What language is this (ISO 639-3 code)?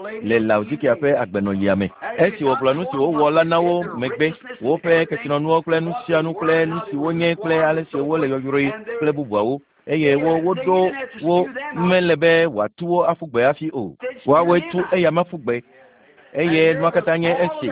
ewe